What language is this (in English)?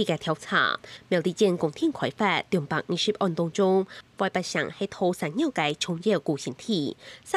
Hakka Chinese